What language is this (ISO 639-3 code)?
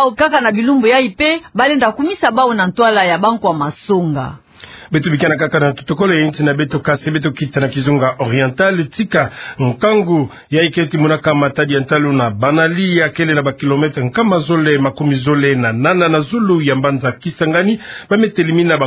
ktu